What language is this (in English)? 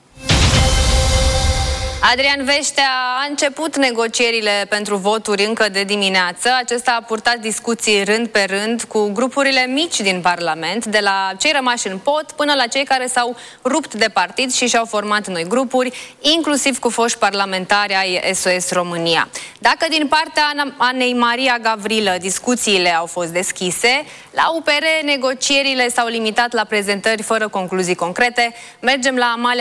Romanian